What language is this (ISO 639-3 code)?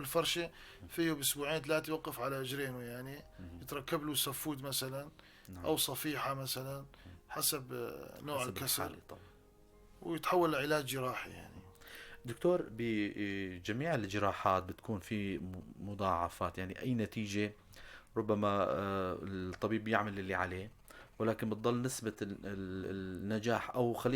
apc